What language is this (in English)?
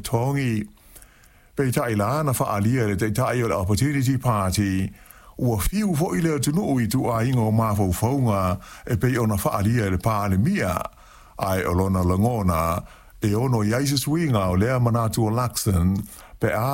Samoan